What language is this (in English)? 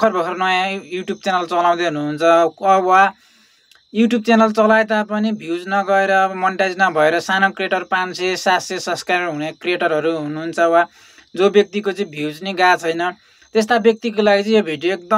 Nepali